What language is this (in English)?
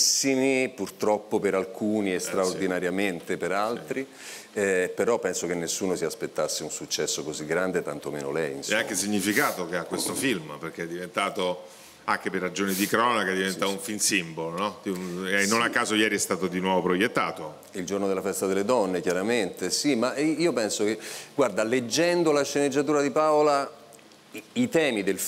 Italian